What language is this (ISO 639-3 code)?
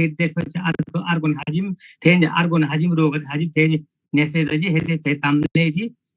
taj